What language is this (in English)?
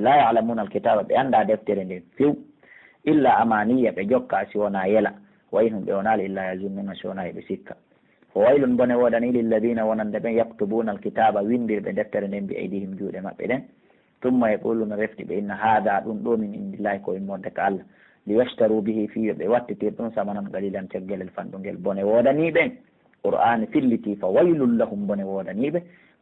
Pular